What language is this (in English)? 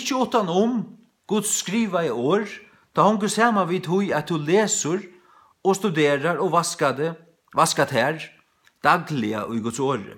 Faroese